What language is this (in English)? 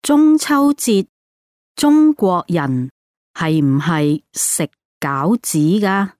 Cantonese